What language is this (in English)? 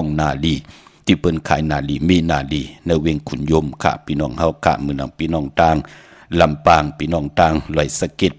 Shan